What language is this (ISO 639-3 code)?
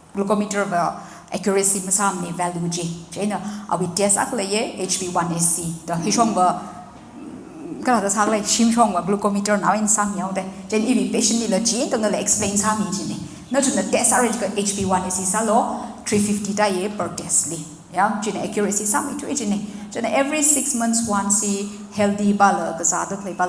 nmf